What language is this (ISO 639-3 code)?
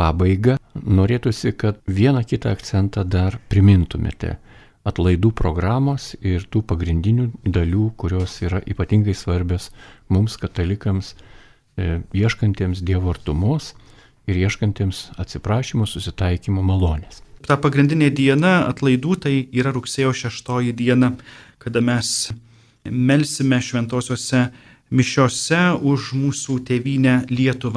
lit